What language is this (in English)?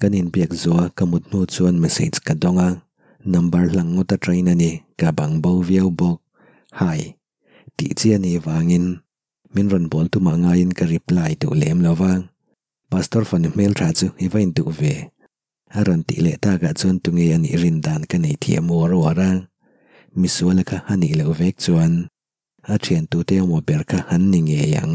Mizo